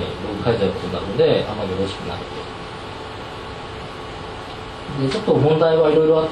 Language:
Japanese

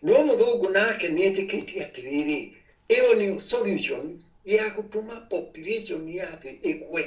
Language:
Kikuyu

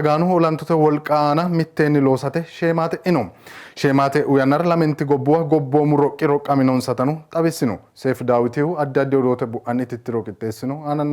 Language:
Sidamo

